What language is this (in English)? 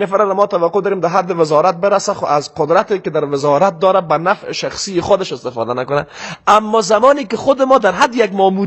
Persian